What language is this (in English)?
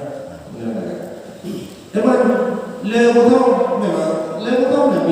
Achinese